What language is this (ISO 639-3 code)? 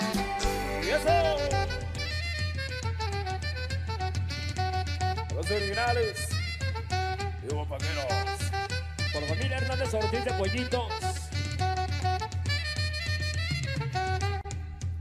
spa